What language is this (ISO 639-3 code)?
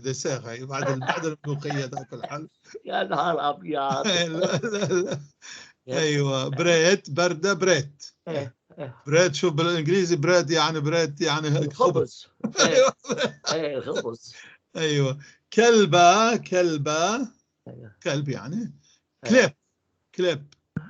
apc